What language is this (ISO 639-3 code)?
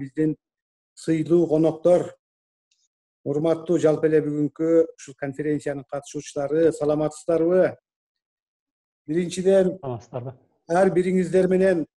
kir